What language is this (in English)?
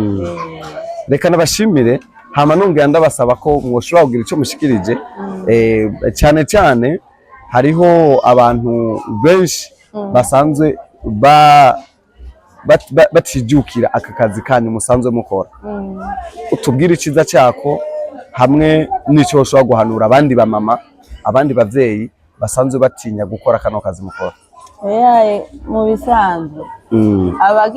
Rundi